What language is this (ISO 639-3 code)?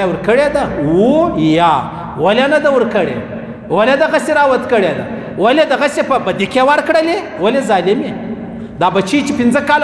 pus